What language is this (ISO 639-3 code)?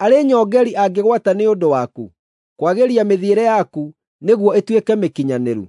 kik